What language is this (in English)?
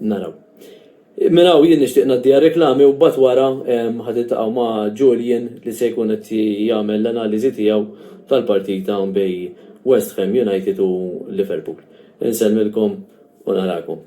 Maltese